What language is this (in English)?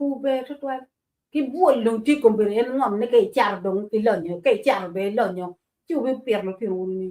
Acoli